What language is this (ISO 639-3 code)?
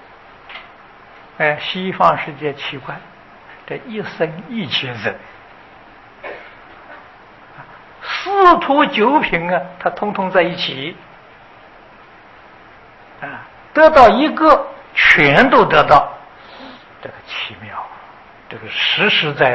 zho